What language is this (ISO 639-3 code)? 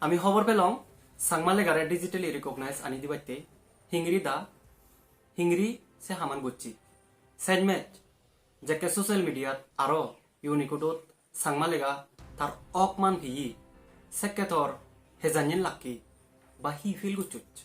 ccp